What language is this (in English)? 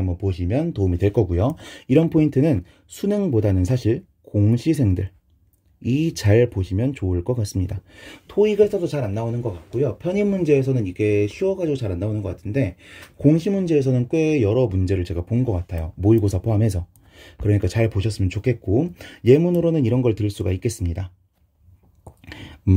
Korean